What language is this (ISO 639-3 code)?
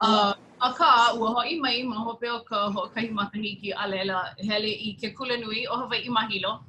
haw